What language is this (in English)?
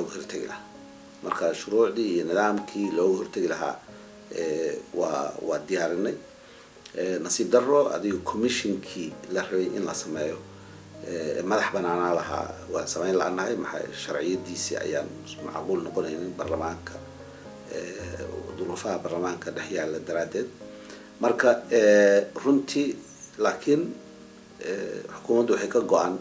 Somali